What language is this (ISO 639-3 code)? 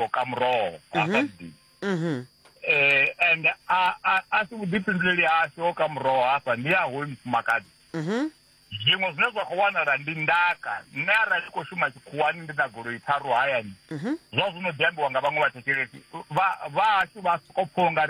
ven